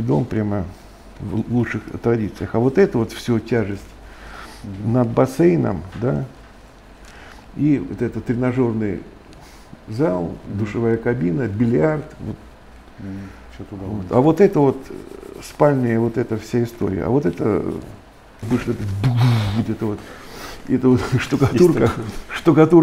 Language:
Russian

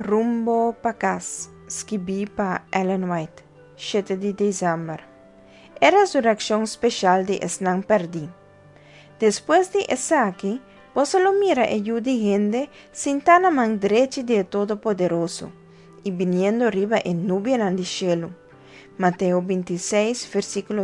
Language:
Papiamento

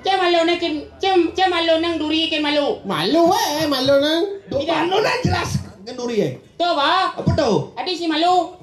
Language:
Balinese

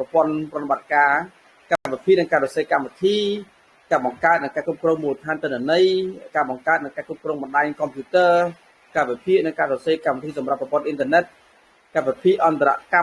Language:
Khmer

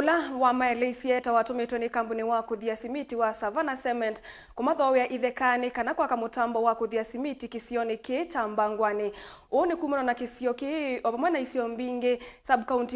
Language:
Kamba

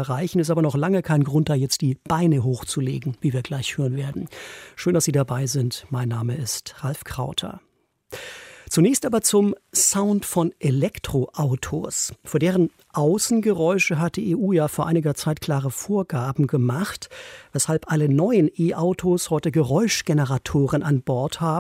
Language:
German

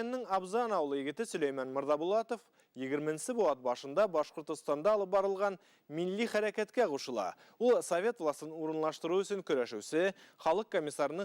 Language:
Bashkir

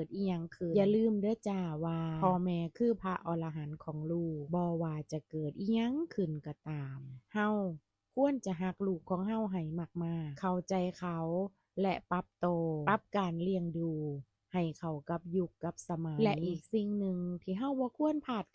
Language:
Lao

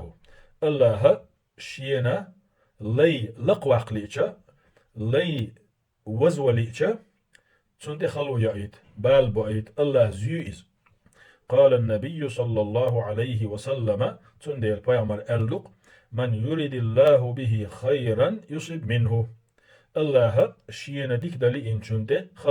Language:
Chechen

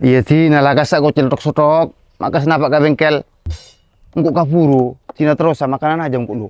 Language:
Madurese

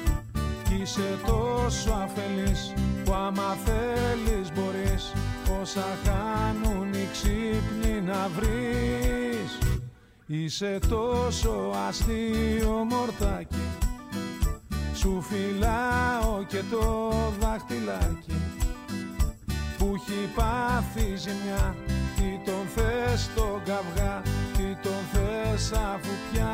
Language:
Greek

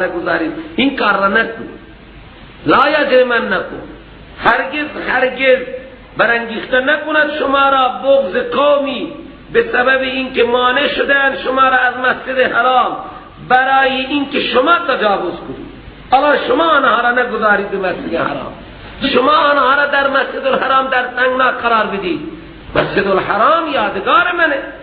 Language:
Persian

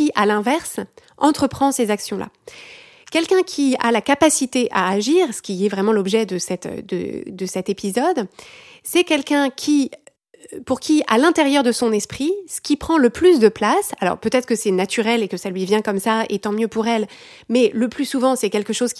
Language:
French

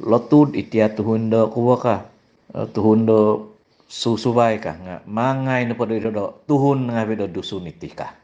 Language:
Central Dusun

